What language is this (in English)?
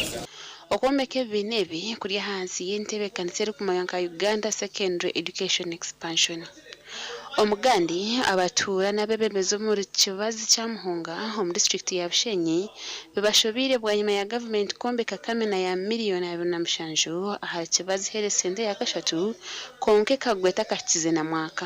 Nyankole